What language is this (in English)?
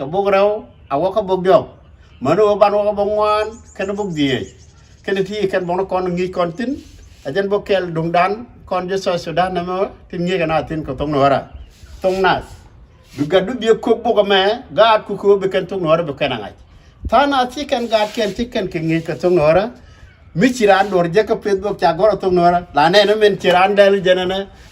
Nuer